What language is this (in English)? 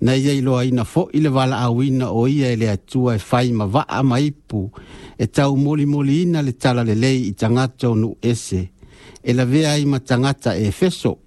Samoan